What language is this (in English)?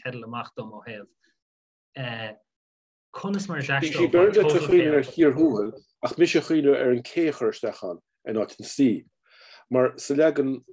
Irish